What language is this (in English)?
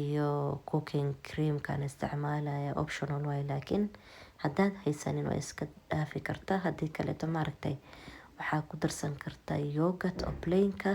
Somali